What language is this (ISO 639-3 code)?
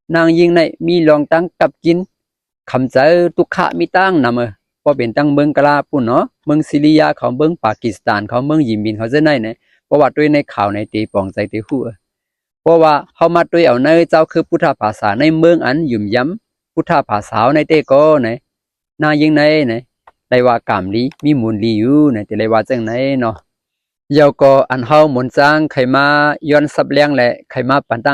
shn